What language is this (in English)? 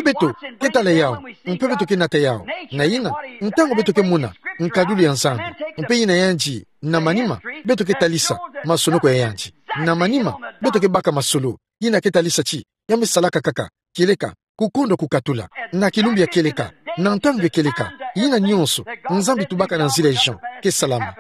Kituba (Democratic Republic of Congo)